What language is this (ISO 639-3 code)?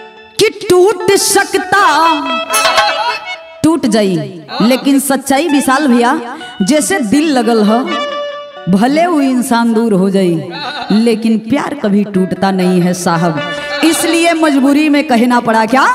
bho